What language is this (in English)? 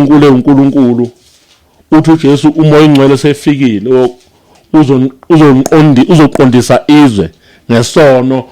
Zulu